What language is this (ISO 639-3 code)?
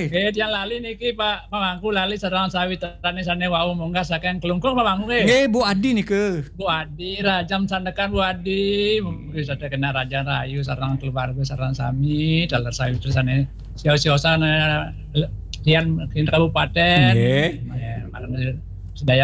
ban